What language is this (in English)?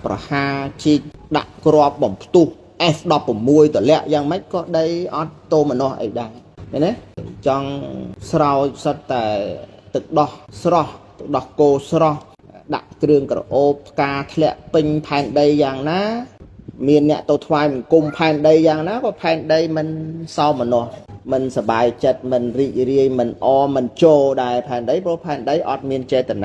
Khmer